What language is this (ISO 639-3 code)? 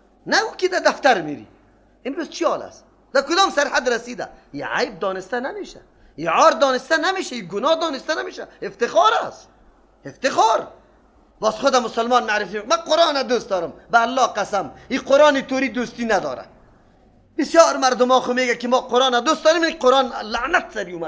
fas